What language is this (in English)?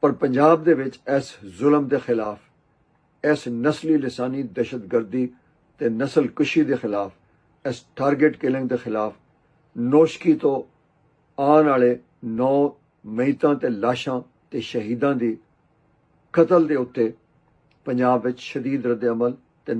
Western Panjabi